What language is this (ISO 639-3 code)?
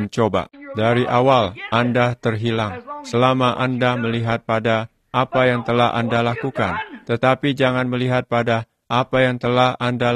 ind